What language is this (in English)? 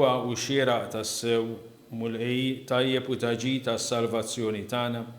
Maltese